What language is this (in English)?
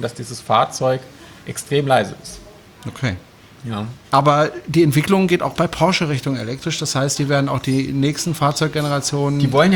German